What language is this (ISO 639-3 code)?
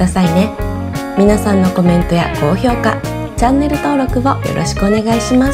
jpn